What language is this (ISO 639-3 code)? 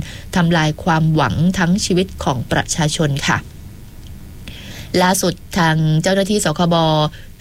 tha